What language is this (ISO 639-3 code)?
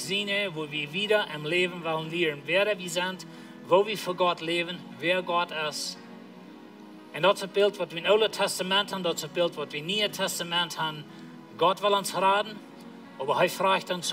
pdt